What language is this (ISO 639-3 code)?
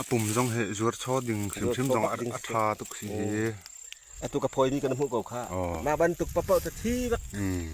cfm